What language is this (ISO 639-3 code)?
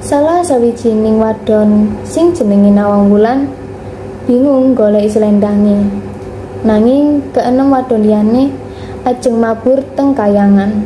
jav